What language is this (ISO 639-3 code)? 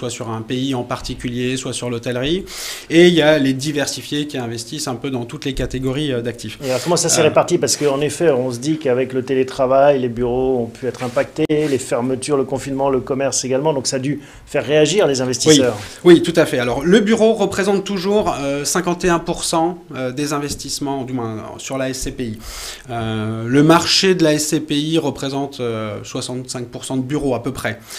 fra